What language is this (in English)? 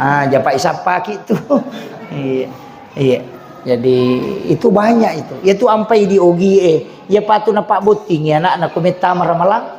Buginese